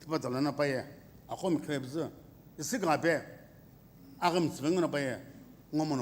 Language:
Sumi Naga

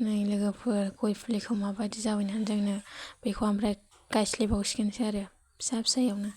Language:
Bodo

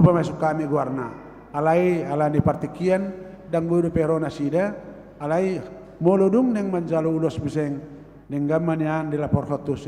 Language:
Batak Toba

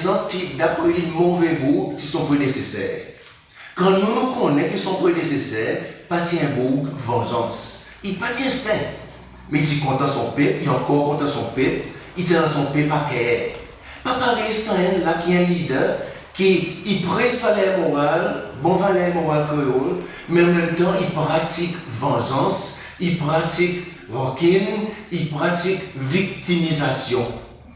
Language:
Seselwa Creole French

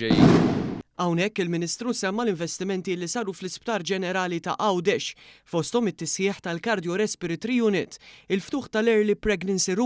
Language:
Maltese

